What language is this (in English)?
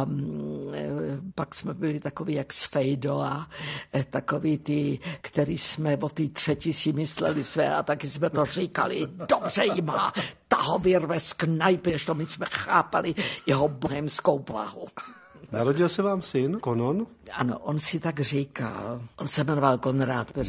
Czech